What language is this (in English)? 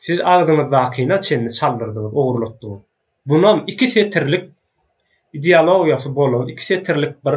Turkmen